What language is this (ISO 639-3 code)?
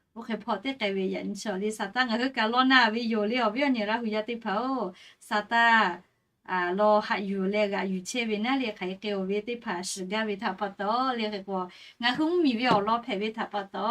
lhu